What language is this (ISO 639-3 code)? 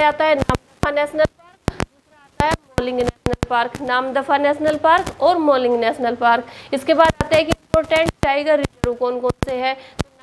hin